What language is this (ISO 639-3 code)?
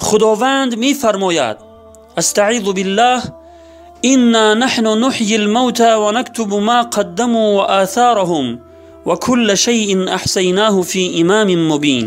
tgk